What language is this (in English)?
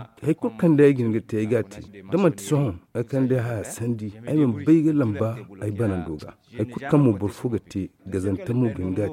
Zarma